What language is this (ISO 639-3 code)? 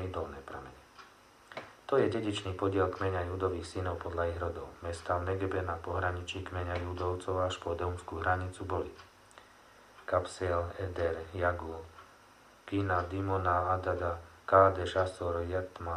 slk